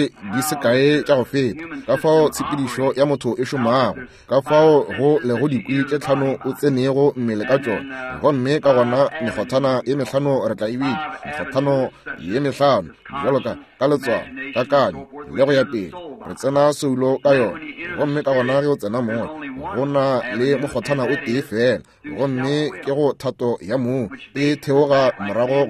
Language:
Northern Sotho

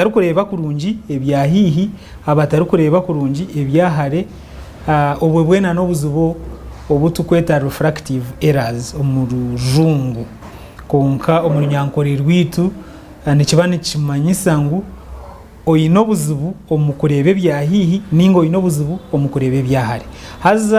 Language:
Nyankole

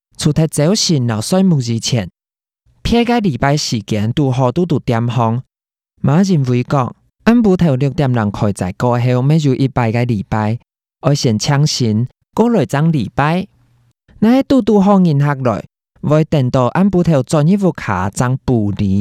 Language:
Hakka Chinese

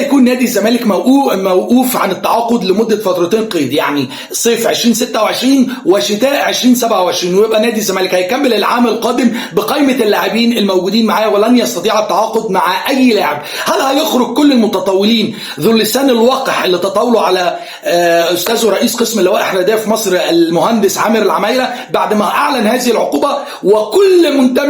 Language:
Egyptian Arabic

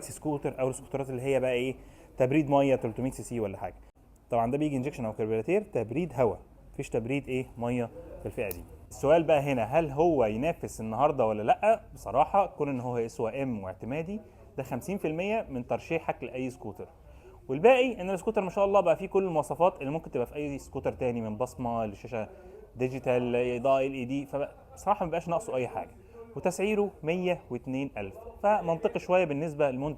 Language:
Egyptian Arabic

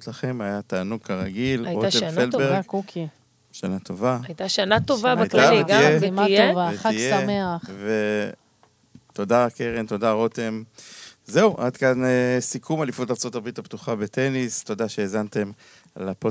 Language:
Hebrew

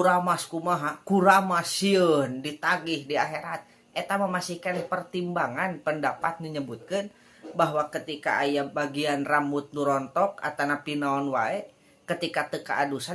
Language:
Sundanese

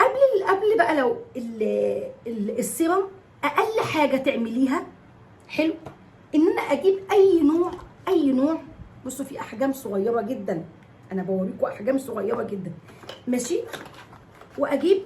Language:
Egyptian Arabic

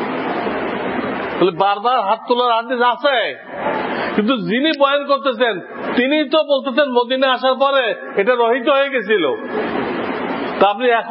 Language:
Bangla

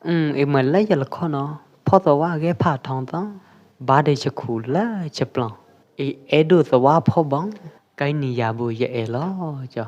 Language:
Pwo Eastern Karen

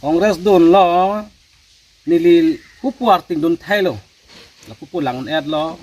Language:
Karbi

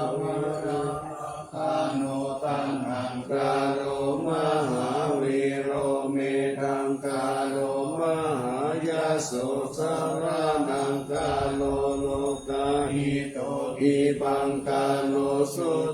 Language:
Pali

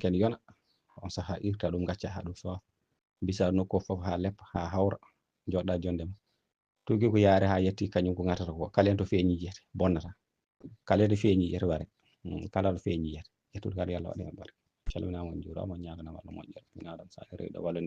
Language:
Fula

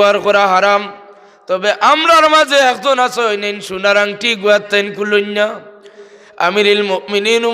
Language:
Sylheti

